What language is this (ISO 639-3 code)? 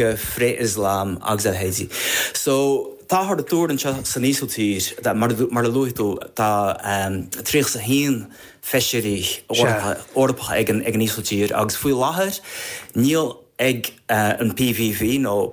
gle